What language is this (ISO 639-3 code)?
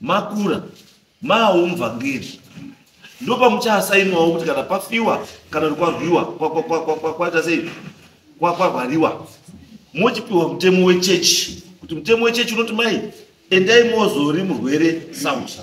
sna